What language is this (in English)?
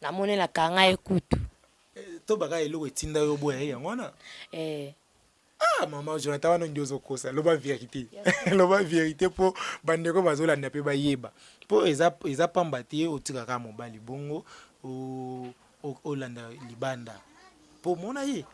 Lingala